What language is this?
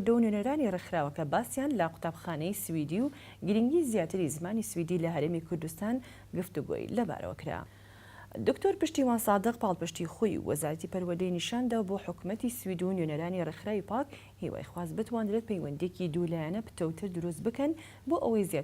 Central Kurdish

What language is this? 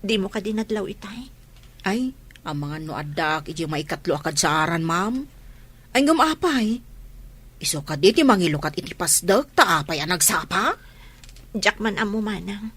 Iloko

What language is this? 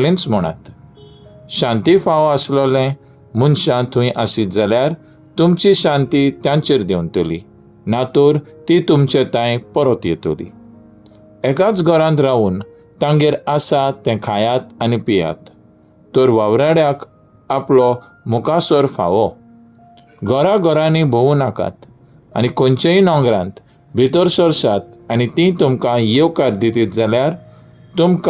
Konkani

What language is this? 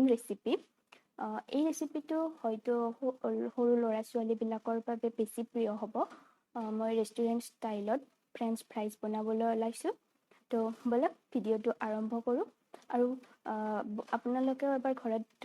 Assamese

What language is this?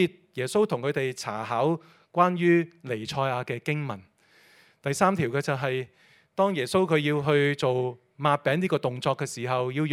Cantonese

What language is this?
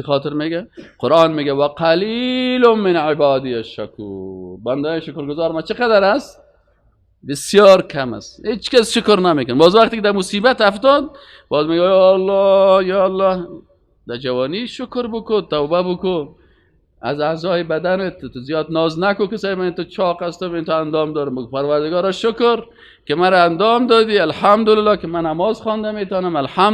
Persian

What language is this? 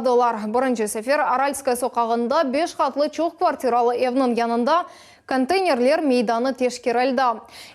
Crimean Tatar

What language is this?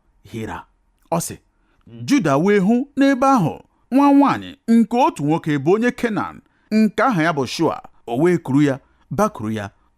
Igbo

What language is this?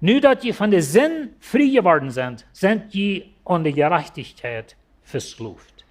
Plautdietsch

